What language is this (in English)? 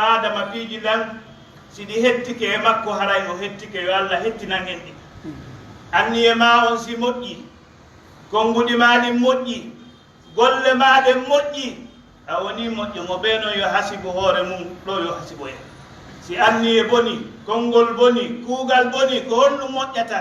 Pular